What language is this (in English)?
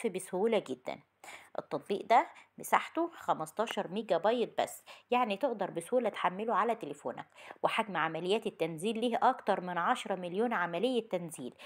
Egyptian Arabic